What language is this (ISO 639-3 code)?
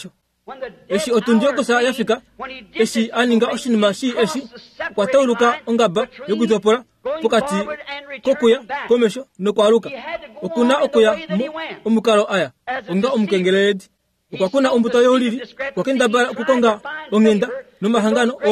kua